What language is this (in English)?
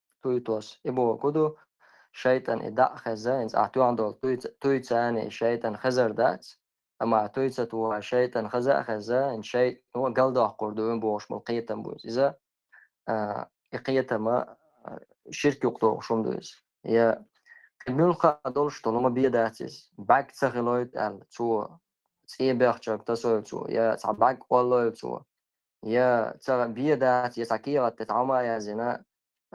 Chechen